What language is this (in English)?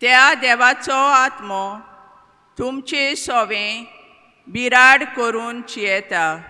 Konkani